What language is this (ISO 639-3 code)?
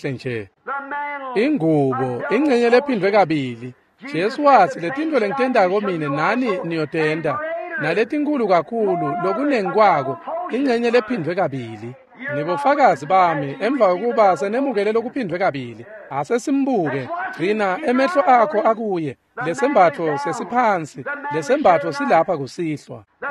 ssw